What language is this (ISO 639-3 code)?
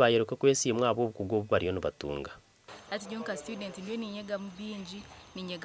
nyn